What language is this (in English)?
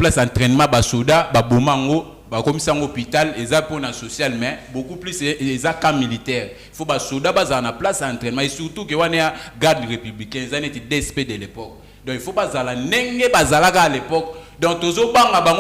Lingala